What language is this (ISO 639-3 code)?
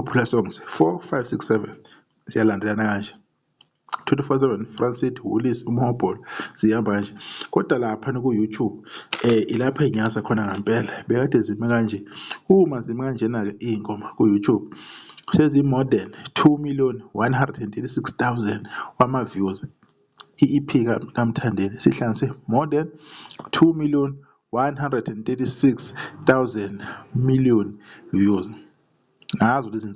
zul